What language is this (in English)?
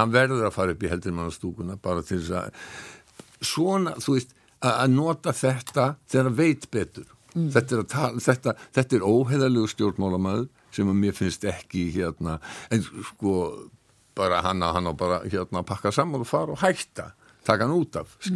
Icelandic